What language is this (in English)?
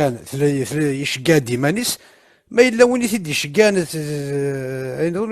Kabyle